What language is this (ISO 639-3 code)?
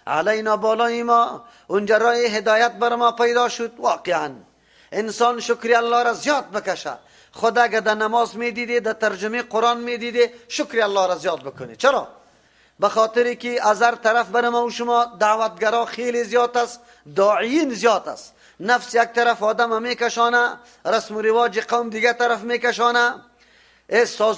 fas